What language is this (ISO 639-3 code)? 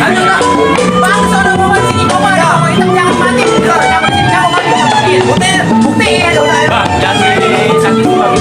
bew